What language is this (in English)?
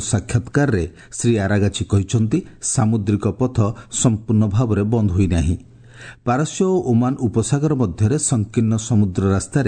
Odia